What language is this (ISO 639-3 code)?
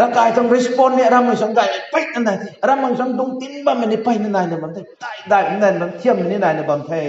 nbu